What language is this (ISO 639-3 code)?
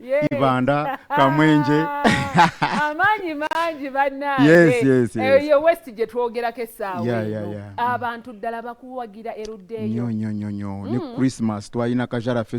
lug